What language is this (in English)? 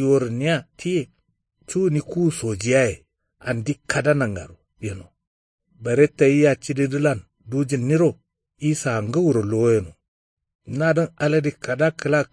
Kanuri